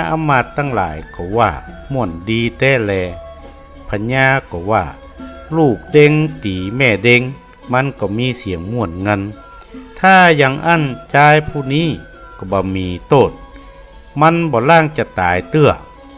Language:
Northern Thai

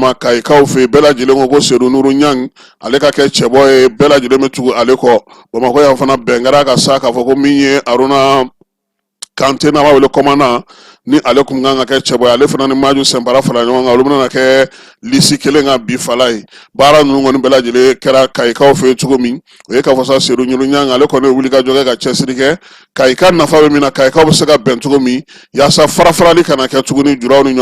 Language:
Bambara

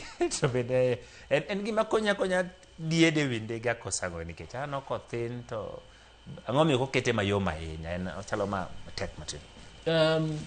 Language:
Luo (Kenya and Tanzania)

